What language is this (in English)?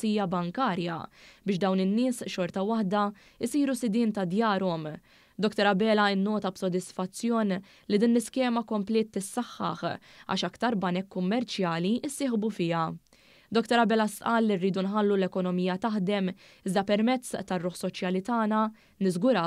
Maltese